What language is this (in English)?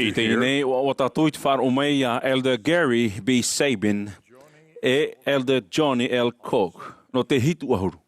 Tahitian